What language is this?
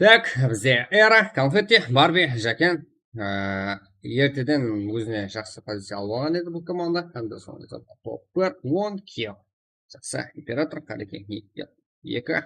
Kara-Kalpak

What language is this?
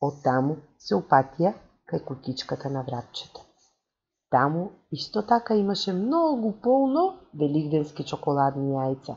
Macedonian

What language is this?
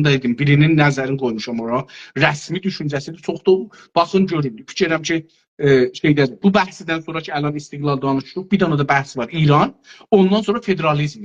South Azerbaijani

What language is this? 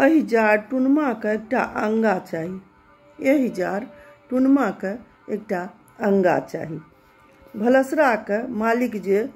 Maithili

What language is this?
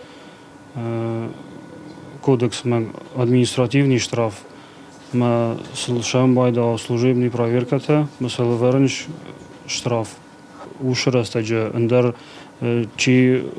Ossetic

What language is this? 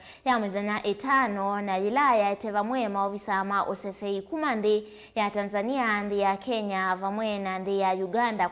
Kamba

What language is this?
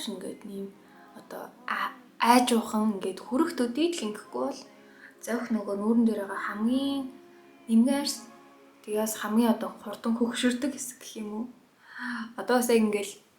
Mongolian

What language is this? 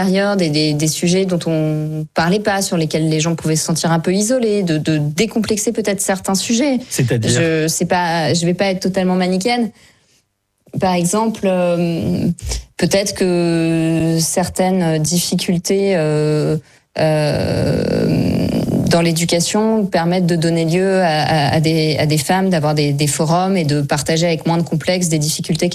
French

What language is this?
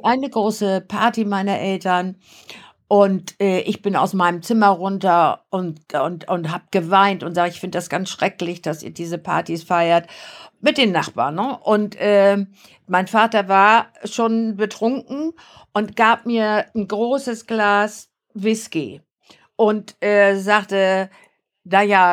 German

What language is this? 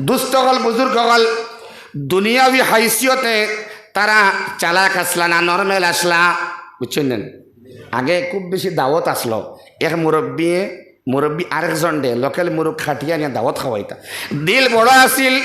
Sylheti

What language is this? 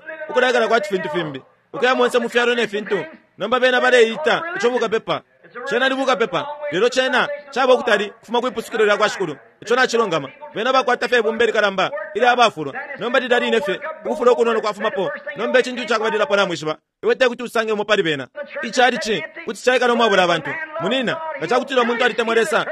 Bemba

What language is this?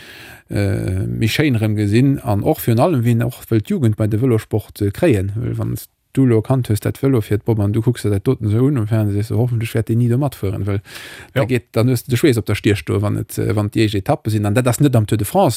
Luxembourgish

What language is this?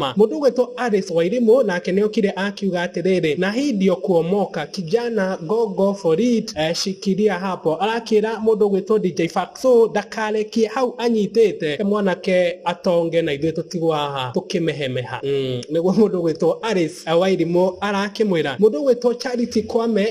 Kikuyu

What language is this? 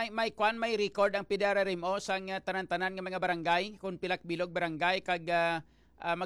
Hiligaynon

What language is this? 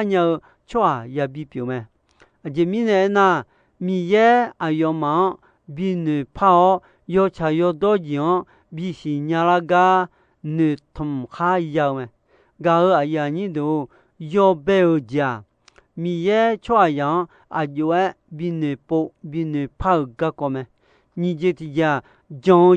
Akha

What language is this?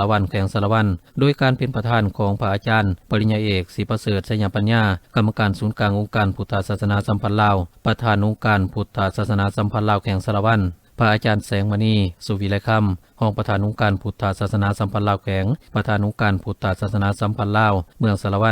Lao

